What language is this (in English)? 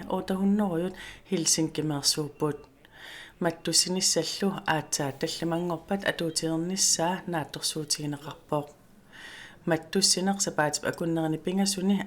Kalaallisut